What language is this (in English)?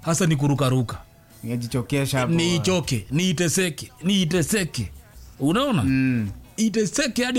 Swahili